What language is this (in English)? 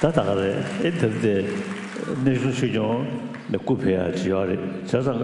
Tibetan